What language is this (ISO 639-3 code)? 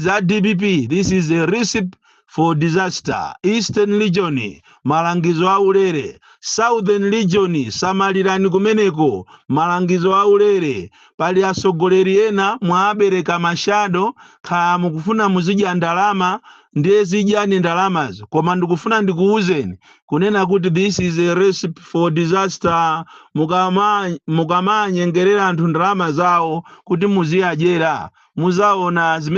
nya